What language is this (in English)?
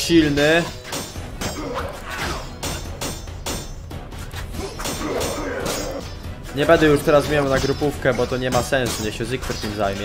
Polish